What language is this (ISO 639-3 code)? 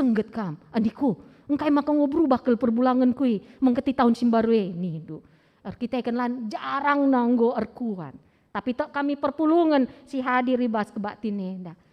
btx